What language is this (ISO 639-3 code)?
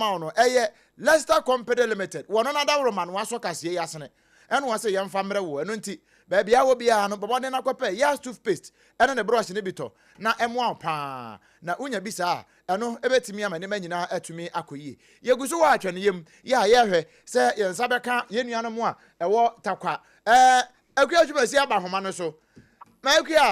aka